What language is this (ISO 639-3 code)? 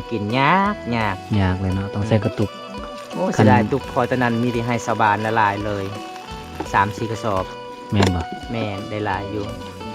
lao